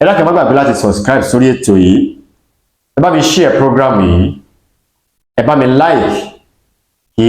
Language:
Yoruba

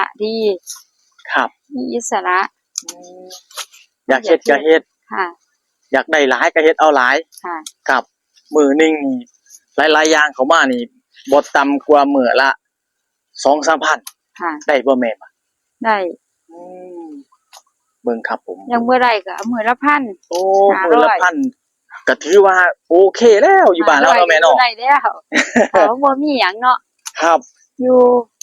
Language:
Northeastern Thai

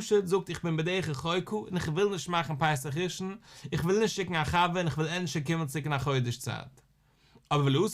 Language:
Yiddish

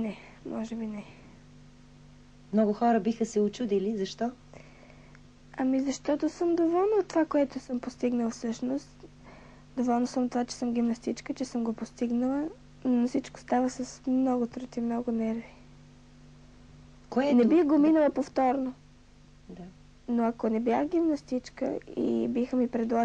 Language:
Bulgarian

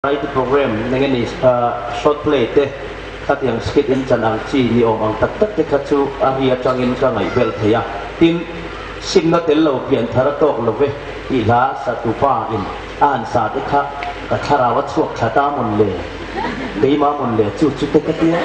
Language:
Hmar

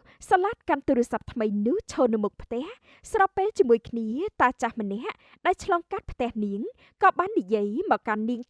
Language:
Khmer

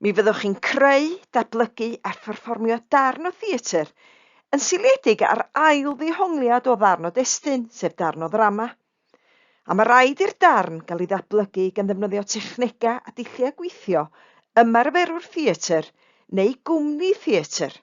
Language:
Welsh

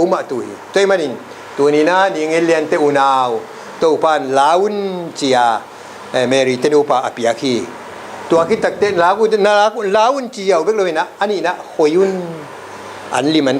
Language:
Tedim Chin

